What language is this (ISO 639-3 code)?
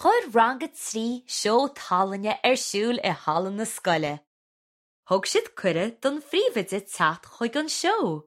gle